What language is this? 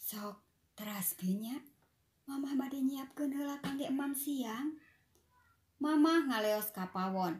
Sundanese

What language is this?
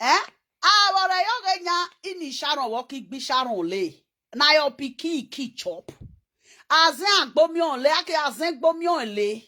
Nigerian Pidgin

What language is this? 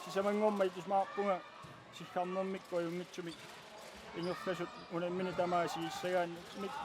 Kalaallisut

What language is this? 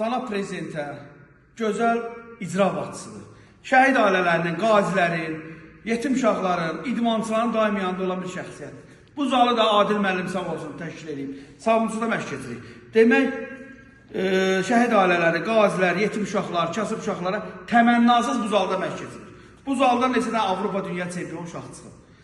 Azerbaijani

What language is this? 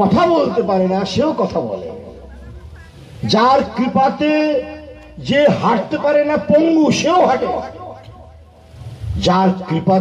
Bangla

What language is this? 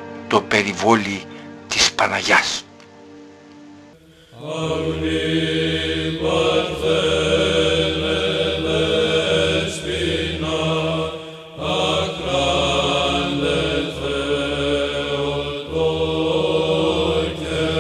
Greek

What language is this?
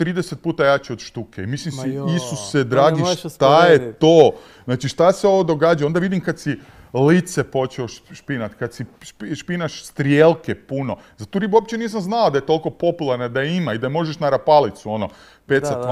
Croatian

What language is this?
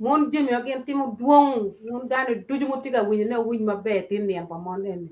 Acoli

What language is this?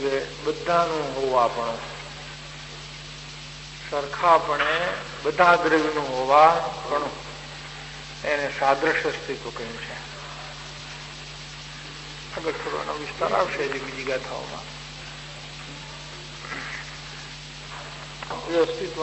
Gujarati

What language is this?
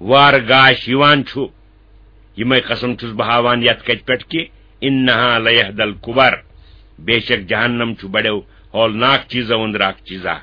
Kashmiri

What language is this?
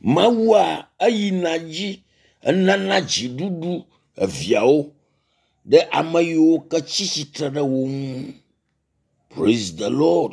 Ewe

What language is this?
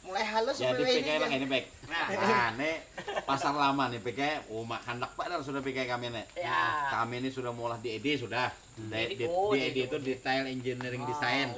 Banjar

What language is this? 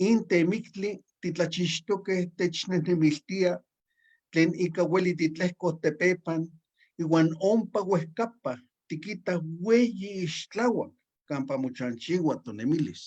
Eastern Huasteca Nahuatl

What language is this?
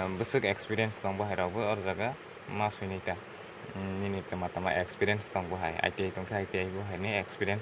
Kok Borok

